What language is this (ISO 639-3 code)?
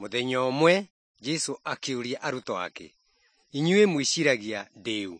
kik